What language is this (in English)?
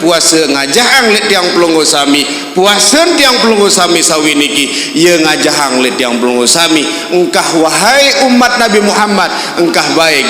Sasak